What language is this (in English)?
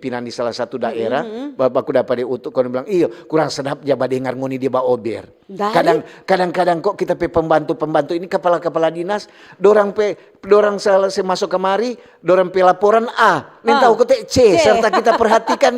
Manado Malay